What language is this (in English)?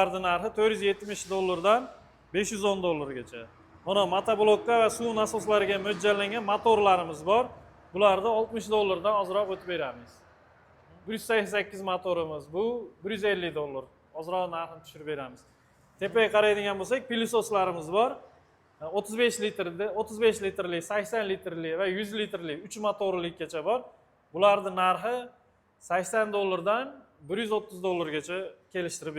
Uzbek